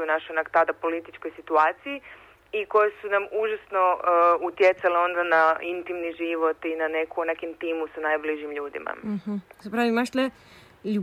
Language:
Serbian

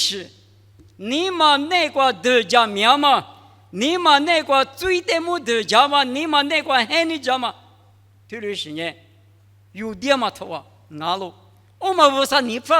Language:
Lisu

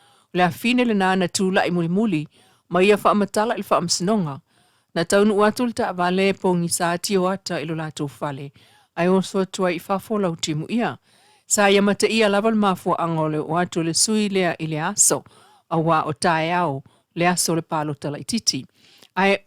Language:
Samoan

